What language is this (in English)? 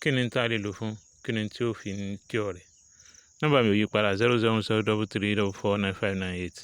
Yoruba